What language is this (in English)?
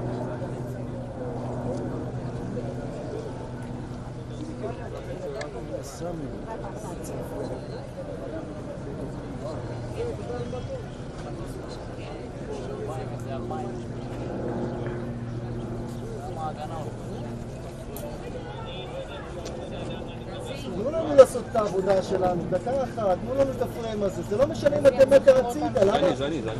Hebrew